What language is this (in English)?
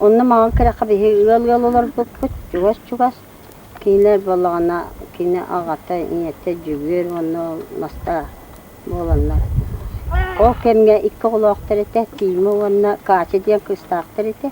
Yakut